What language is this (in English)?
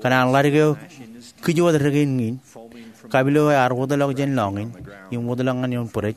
Marshallese